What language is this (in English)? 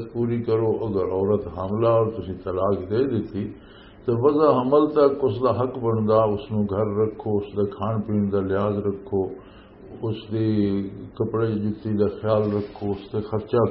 Western Panjabi